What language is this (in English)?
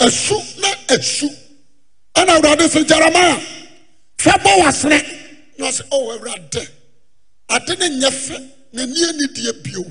Akan